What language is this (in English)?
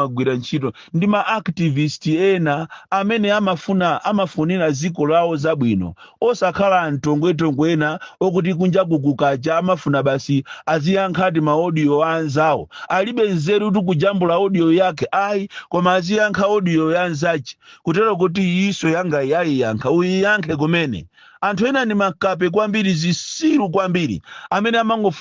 Nyanja